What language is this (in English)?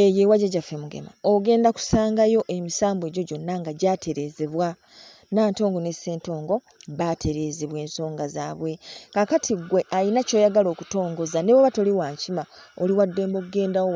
Ganda